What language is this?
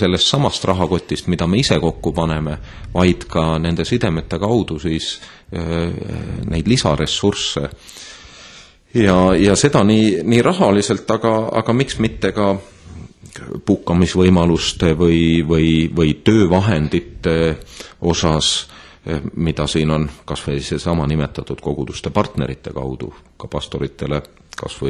Estonian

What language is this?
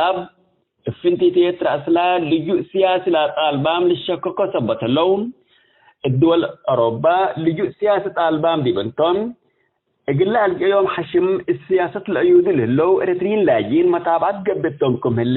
Tigre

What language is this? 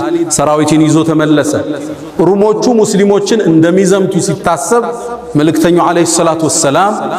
Amharic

